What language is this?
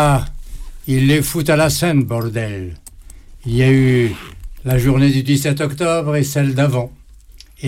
French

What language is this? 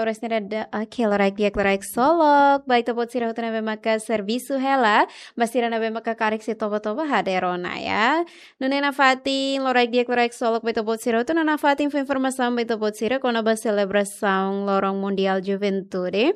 Tetum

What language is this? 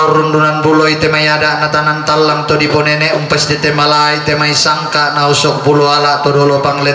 Toraja-Sa'dan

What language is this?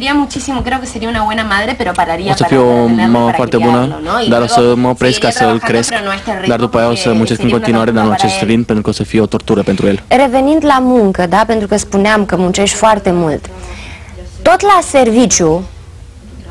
Romanian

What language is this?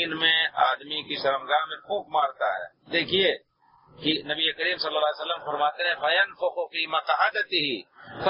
Urdu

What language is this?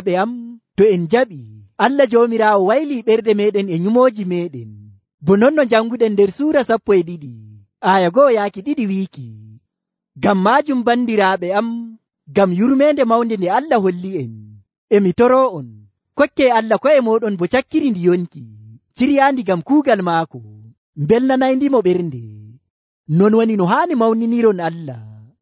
Nigerian Fulfulde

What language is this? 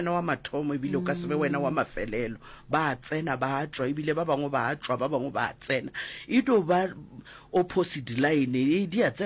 Northern Sotho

